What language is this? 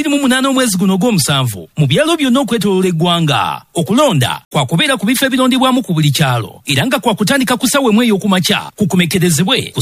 Ganda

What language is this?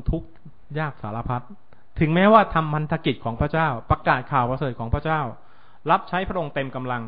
Thai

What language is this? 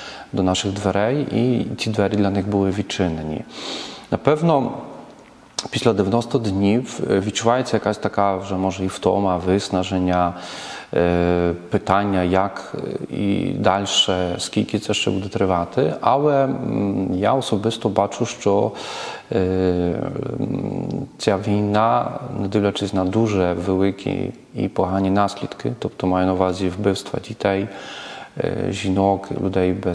Ukrainian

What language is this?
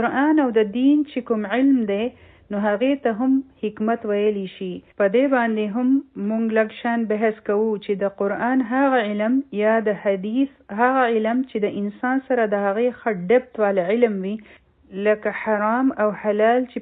Pashto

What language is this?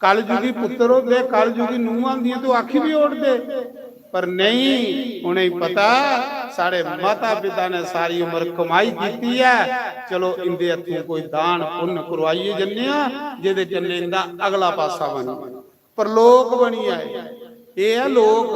Dogri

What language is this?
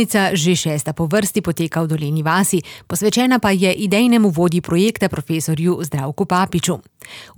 Slovenian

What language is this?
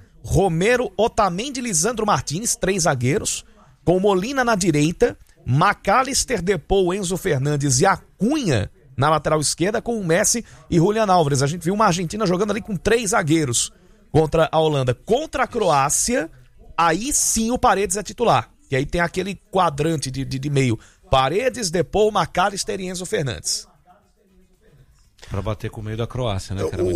Portuguese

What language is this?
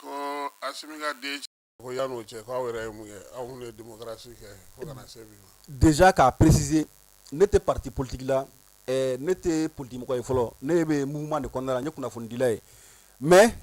Bambara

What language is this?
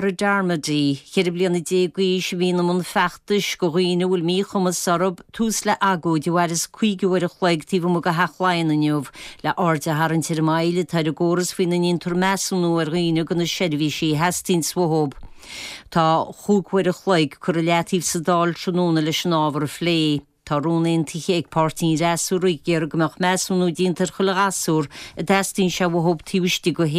Irish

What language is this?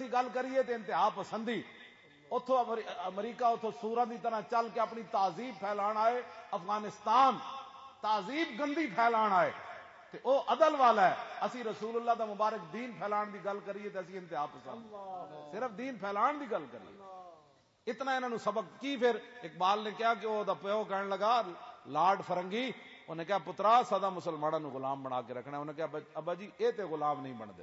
Western Panjabi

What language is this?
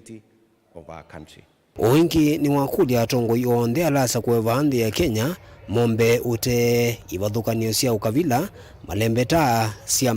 Kamba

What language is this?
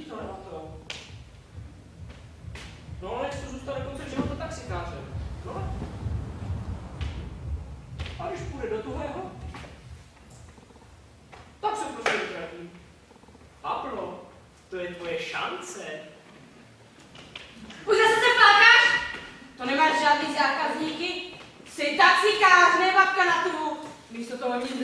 Czech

